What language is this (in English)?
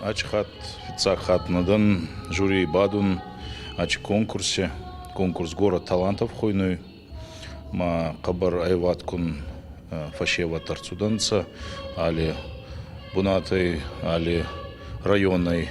Ossetic